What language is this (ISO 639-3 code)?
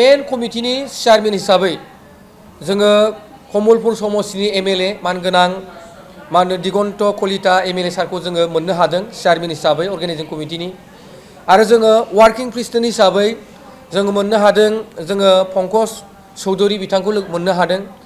brx